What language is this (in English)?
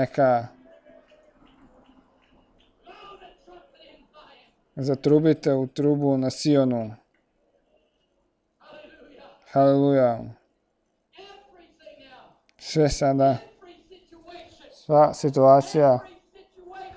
Croatian